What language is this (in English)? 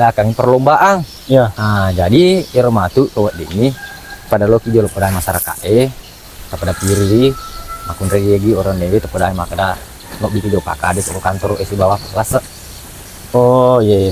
Buginese